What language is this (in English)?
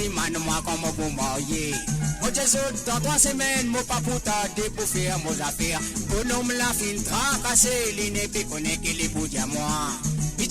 Morisyen